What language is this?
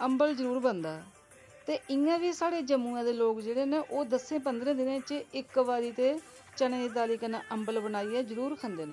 Dogri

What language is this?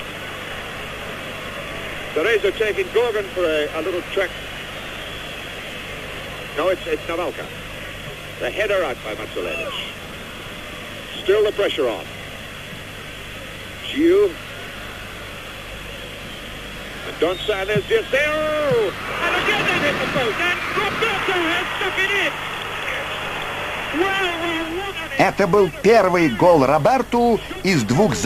Russian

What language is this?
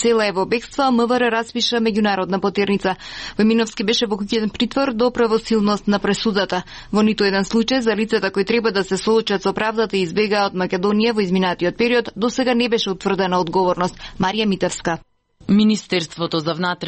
Macedonian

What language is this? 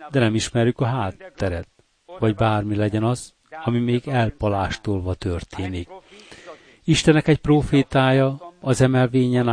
Hungarian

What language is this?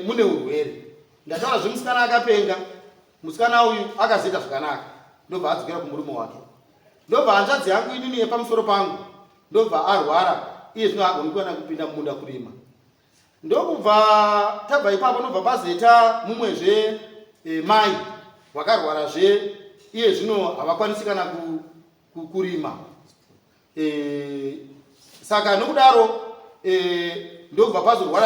Shona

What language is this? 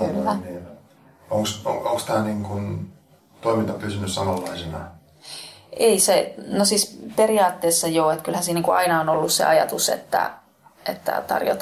Finnish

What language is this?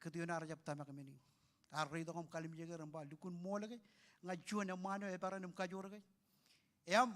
Marshallese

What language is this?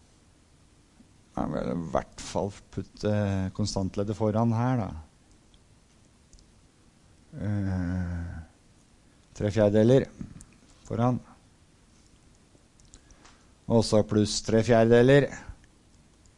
Norwegian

